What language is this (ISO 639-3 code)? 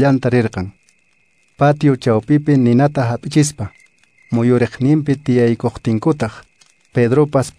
que